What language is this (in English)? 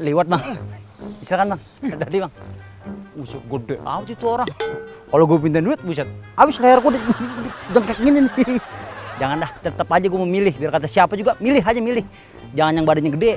Betawi